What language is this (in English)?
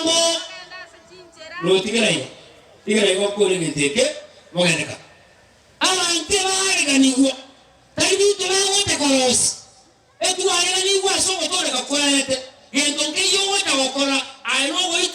Gusii